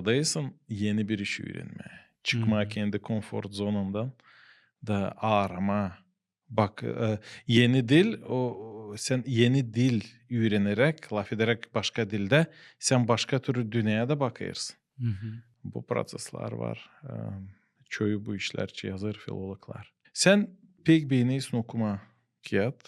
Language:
Gagauz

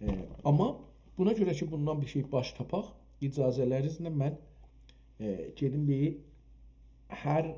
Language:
South Azerbaijani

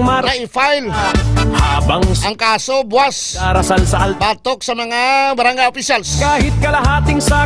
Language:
Hiligaynon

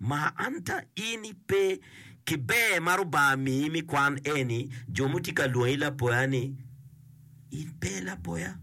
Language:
Acoli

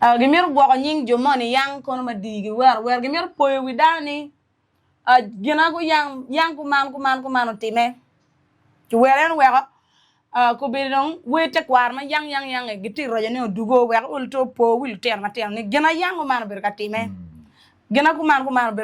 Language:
Acoli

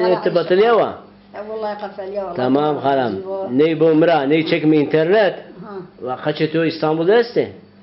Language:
Zaza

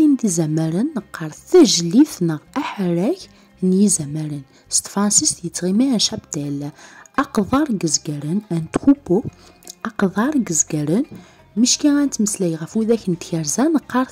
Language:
Kabyle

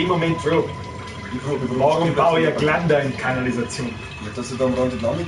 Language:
Bavarian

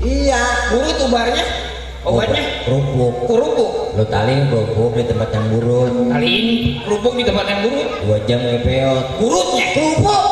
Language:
Betawi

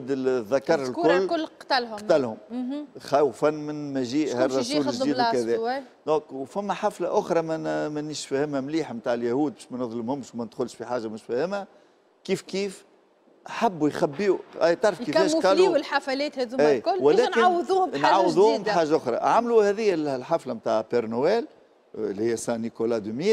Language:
Tunisian Arabic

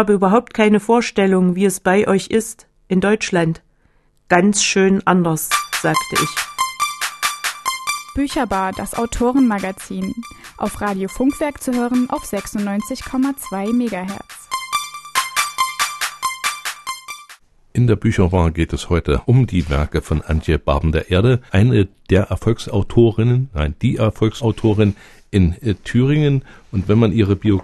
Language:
German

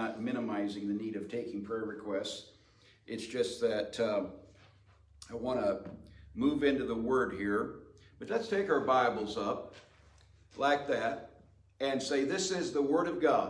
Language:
English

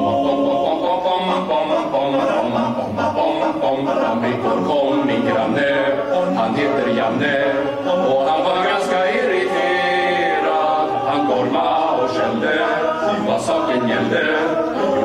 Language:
Swedish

